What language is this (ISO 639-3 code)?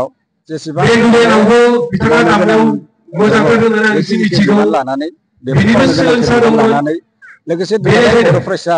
brx